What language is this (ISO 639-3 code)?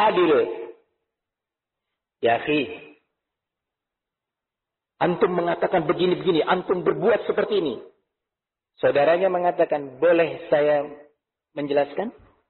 ind